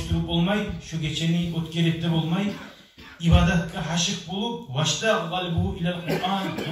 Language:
Kumyk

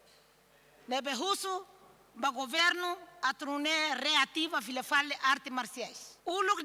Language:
Tetum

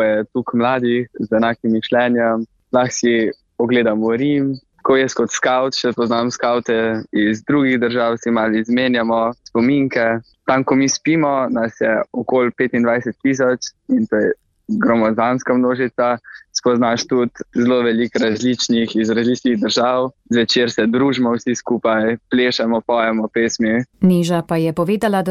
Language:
Slovenian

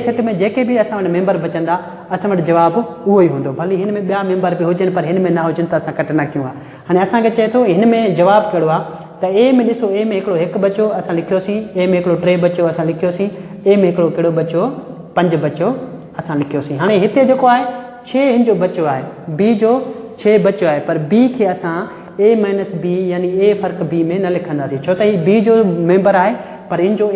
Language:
Sindhi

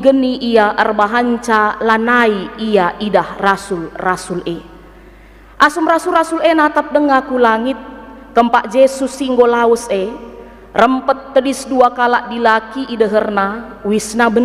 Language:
Batak Karo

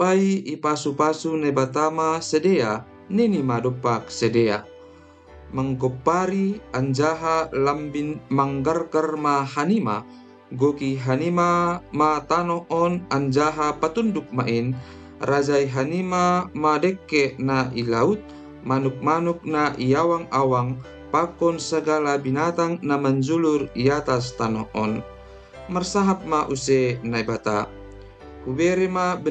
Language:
Batak Simalungun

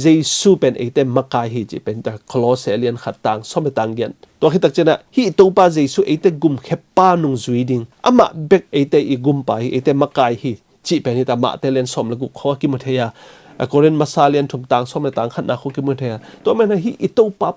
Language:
Tedim Chin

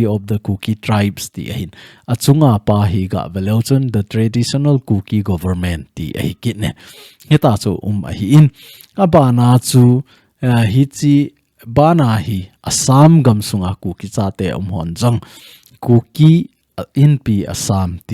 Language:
Thado Chin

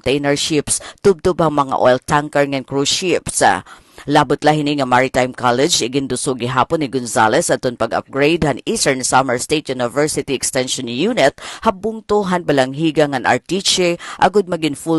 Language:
Waray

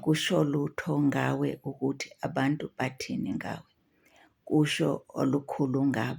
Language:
Zulu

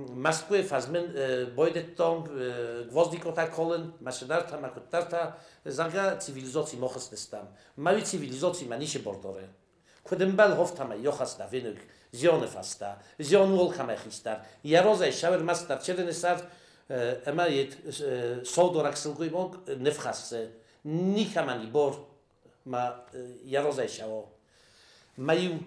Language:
Ossetic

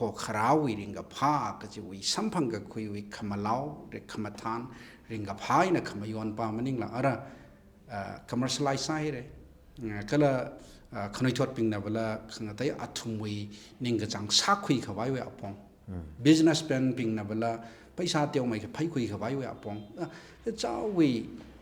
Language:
Tangkhul Naga (India)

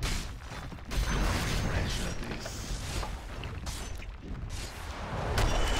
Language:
Hungarian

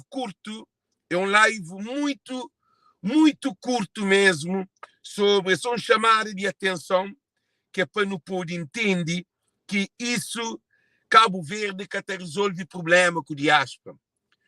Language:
Kabuverdianu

